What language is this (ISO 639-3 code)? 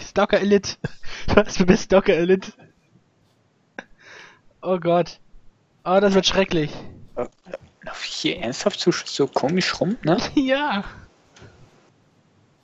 deu